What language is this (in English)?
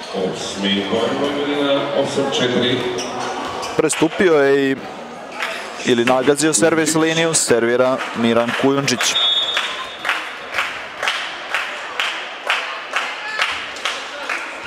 Serbian